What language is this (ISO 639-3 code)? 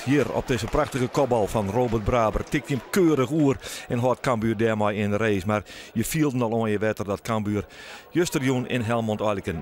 fry